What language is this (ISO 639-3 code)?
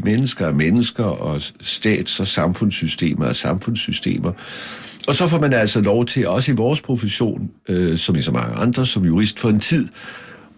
dan